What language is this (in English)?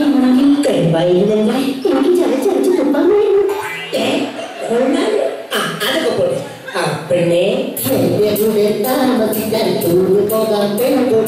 Malayalam